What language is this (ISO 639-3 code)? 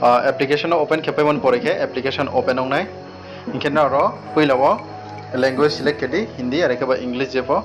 ria